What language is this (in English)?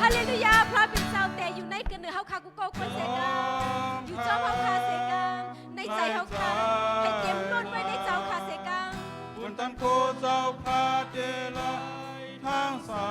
Shan